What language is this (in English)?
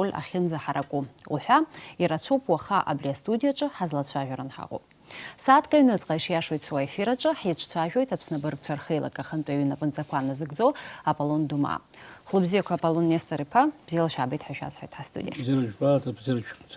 Abkhazian